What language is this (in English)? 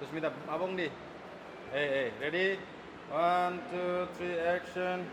Kok Borok